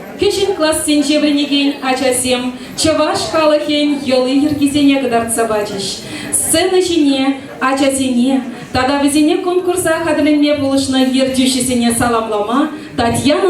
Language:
Chuvash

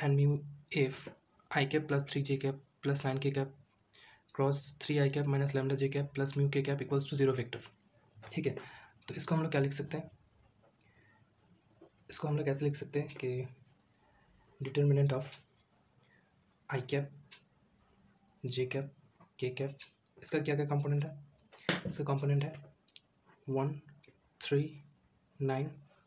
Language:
Hindi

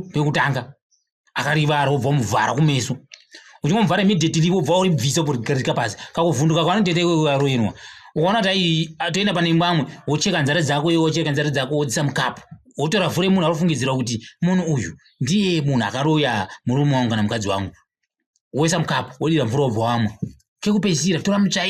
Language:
Shona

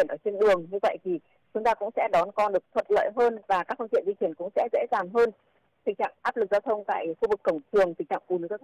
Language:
Vietnamese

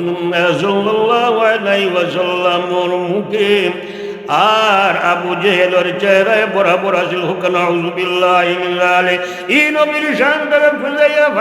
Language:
Sylheti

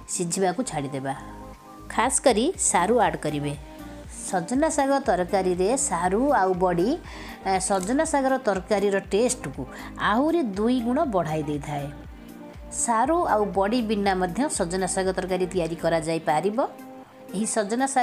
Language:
Odia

